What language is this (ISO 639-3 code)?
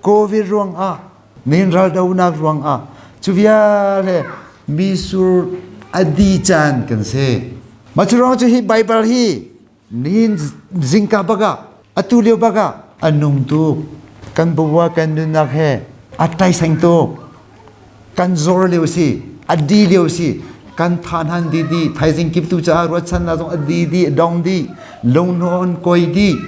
cnh